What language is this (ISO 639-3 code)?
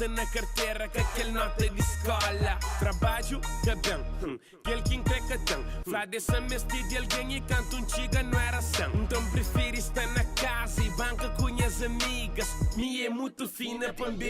kea